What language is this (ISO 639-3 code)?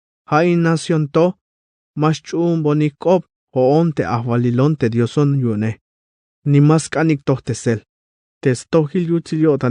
tzh